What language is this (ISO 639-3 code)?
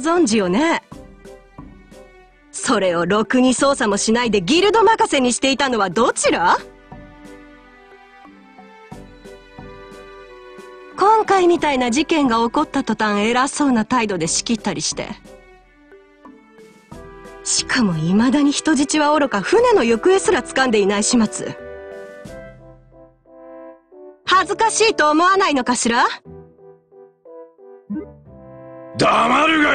jpn